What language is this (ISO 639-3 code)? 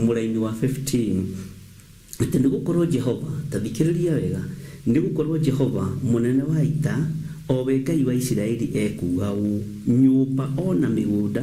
kik